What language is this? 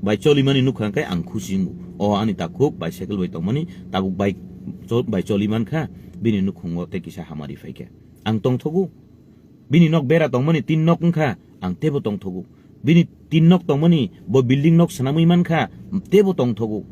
Kok Borok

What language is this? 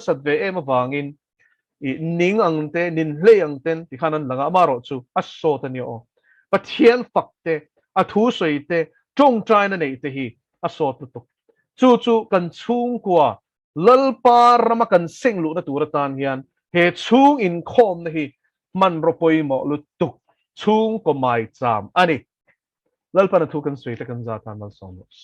Mizo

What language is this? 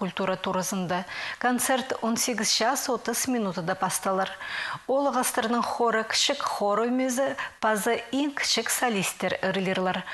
Khakas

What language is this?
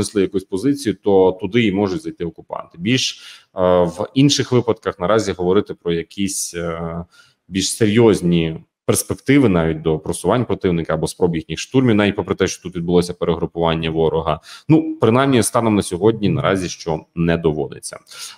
Ukrainian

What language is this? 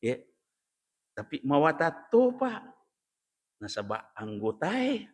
Buginese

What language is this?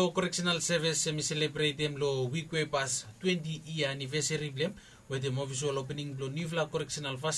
Bislama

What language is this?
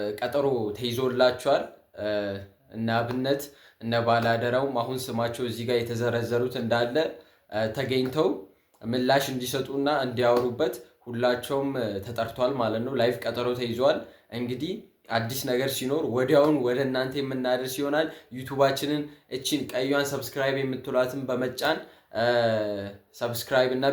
Amharic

